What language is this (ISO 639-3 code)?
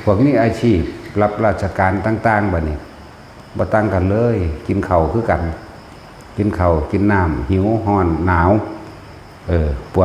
tts